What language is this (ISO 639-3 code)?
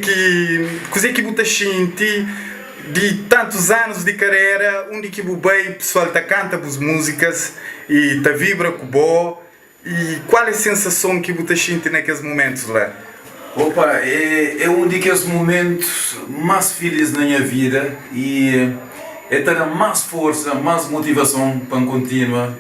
kea